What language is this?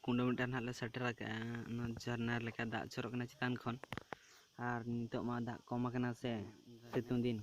Santali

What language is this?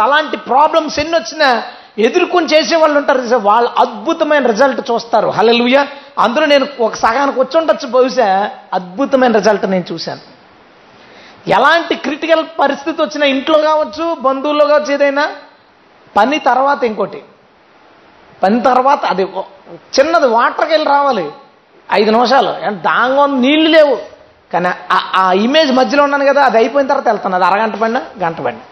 Telugu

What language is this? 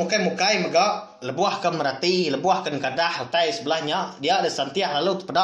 Iban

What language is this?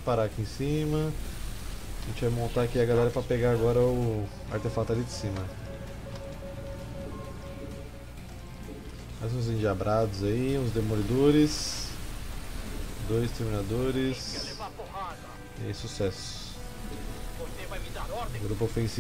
Portuguese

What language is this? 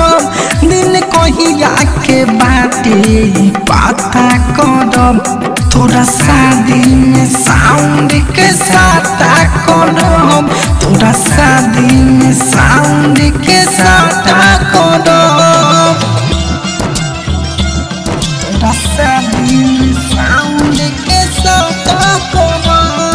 Bhojpuri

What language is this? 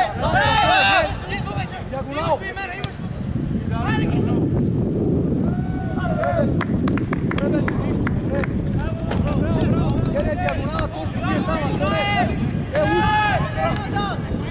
Bulgarian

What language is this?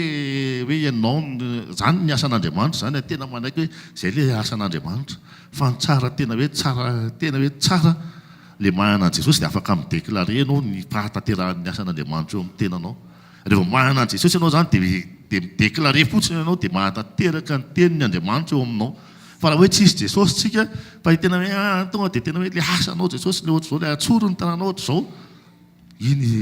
Malagasy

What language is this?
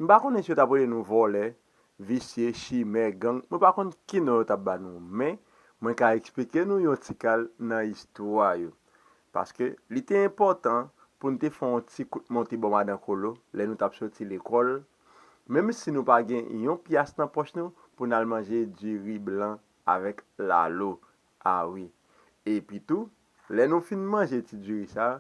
Haitian Creole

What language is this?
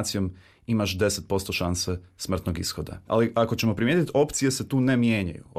Croatian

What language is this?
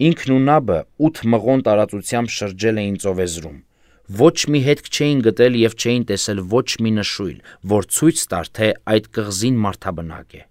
Armenian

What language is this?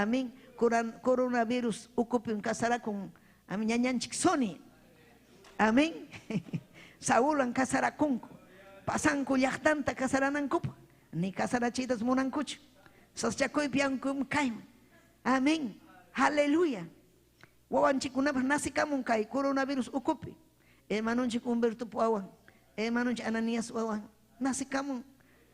Ayacucho Quechua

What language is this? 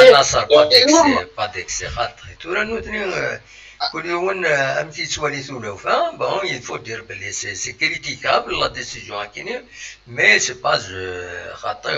Kabyle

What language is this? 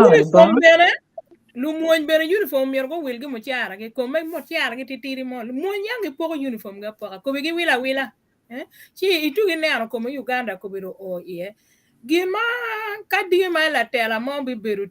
Acoli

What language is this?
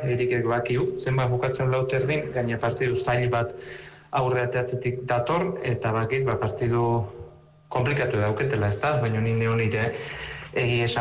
Basque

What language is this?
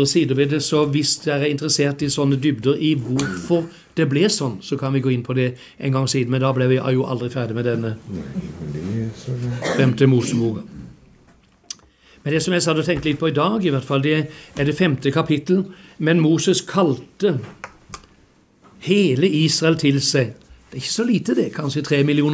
Norwegian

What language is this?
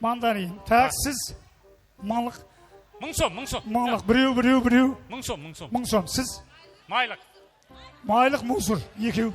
Kara-Kalpak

